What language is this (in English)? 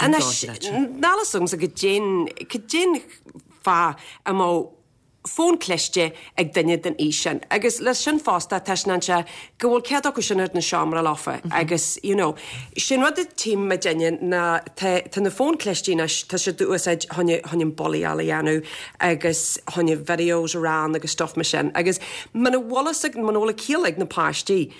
Irish